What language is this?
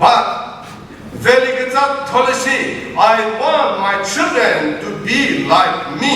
Chokri Naga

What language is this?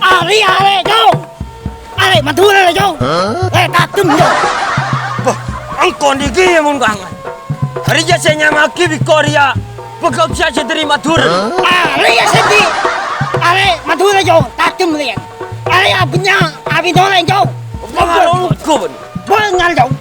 Madurese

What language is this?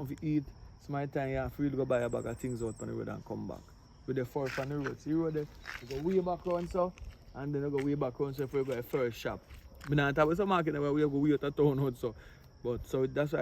Jamaican Creole English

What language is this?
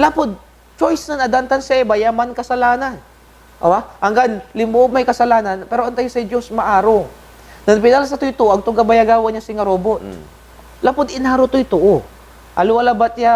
Pangasinan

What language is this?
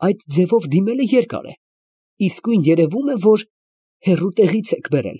Armenian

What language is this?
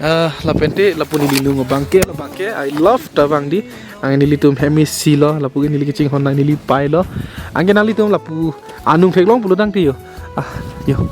Karbi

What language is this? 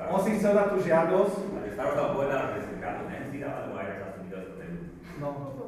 Slovak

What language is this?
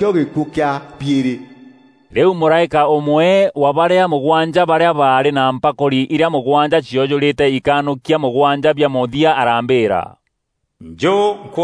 Meru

